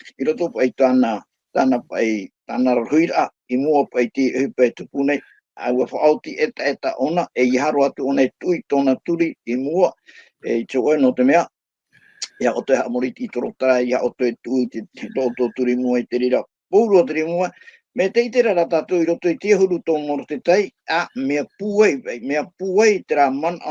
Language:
Tahitian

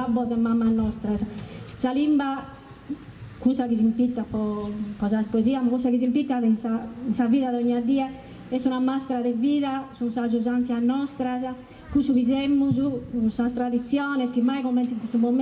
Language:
Sardinian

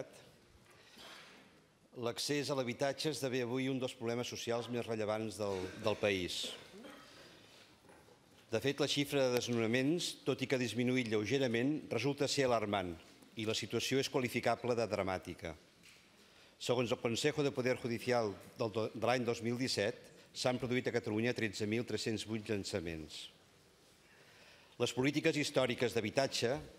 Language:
Catalan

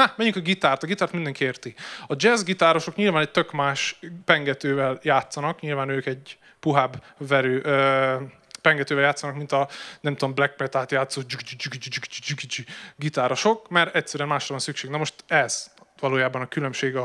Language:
Hungarian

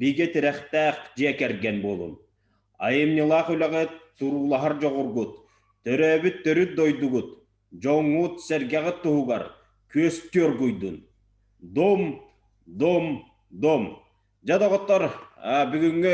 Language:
Yakut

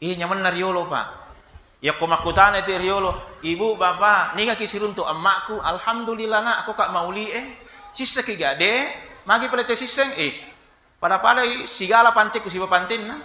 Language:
Buginese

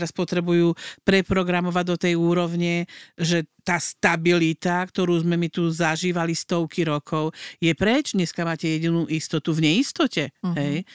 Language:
Slovak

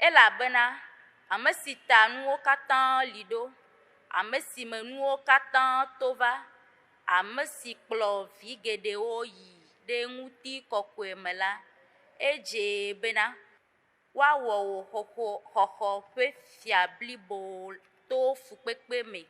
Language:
Ewe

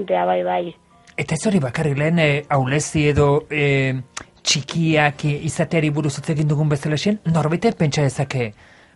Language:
Basque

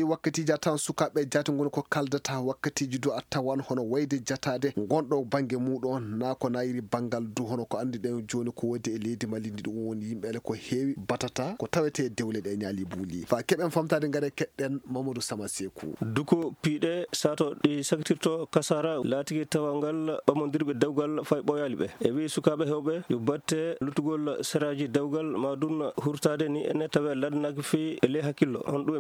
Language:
Fula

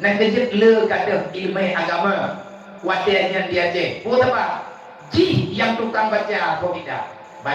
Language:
Achinese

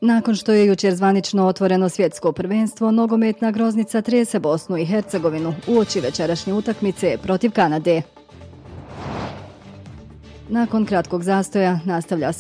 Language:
Bosnian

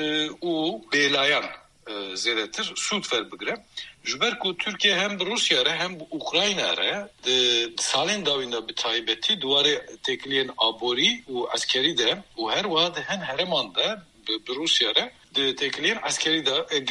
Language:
Kurdish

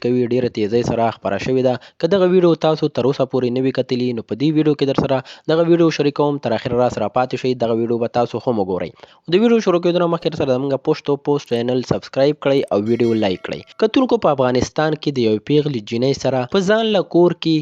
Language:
Pashto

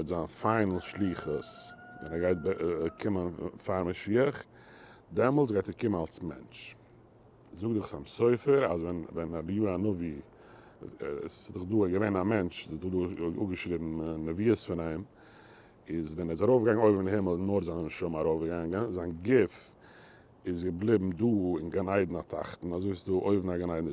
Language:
Yiddish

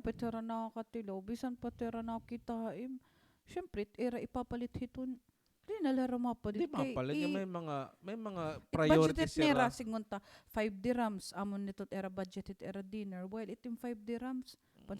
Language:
Waray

